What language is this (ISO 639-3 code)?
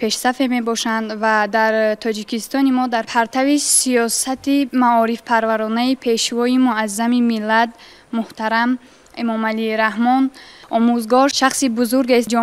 tgk